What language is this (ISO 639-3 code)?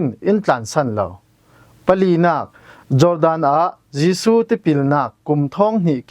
cfm